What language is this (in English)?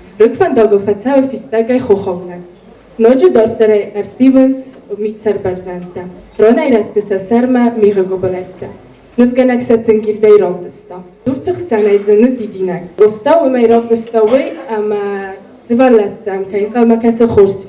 Ossetic